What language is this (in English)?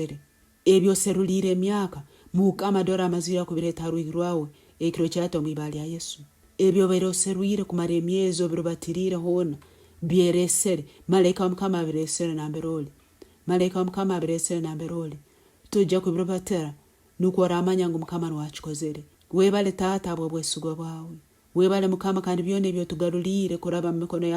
Nyankole